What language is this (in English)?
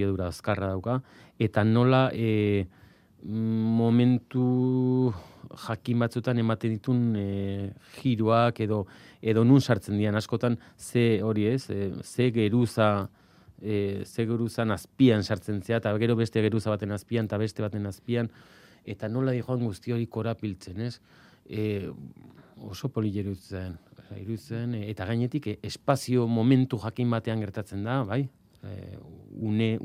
Basque